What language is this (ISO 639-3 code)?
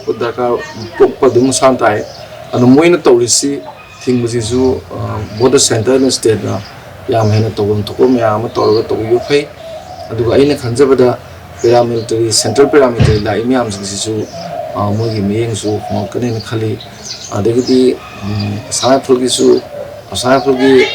mni